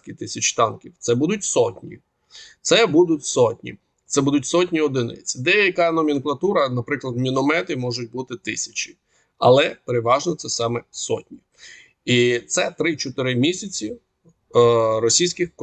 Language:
Ukrainian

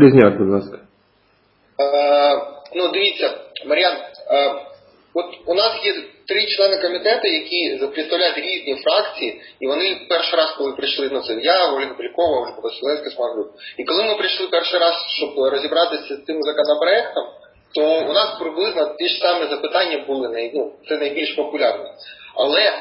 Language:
Ukrainian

